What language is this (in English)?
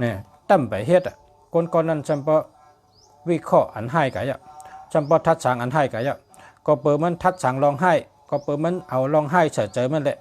Shan